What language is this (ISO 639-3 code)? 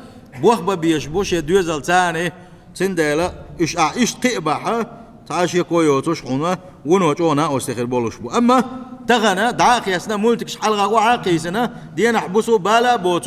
che